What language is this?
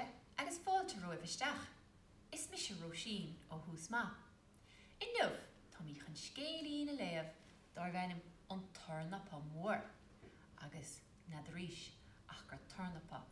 Irish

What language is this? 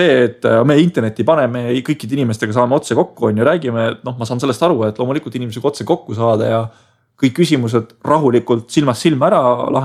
Estonian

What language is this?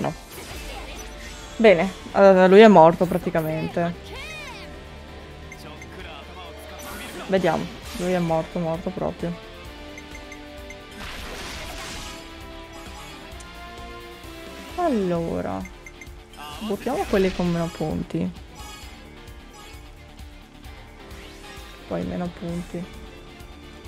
Italian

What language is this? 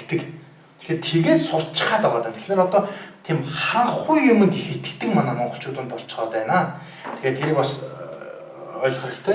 Mongolian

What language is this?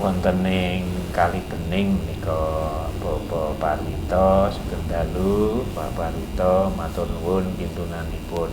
Javanese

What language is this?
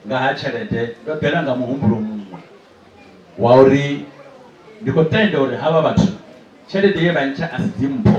Venda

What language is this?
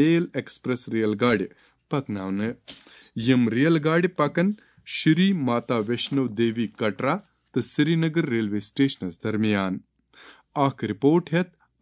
Kashmiri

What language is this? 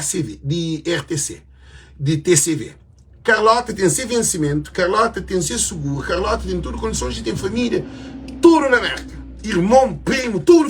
Kabuverdianu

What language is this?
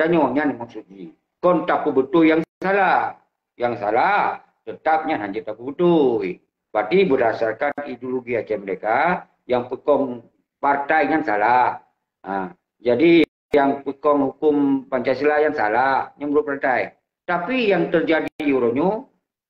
Achinese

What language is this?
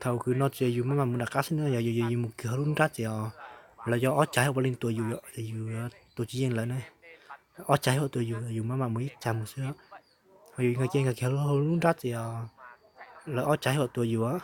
Hmong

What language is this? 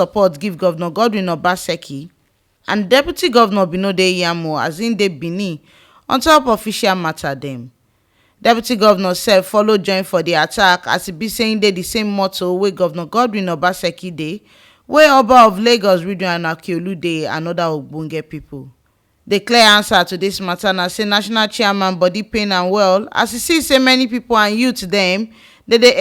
Nigerian Pidgin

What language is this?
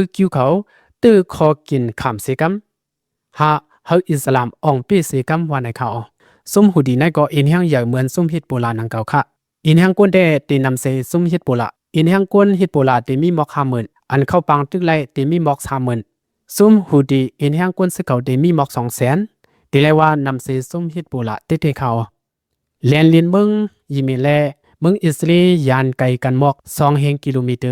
Lao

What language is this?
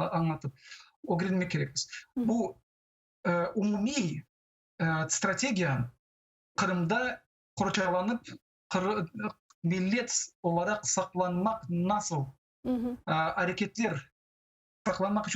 Crimean Tatar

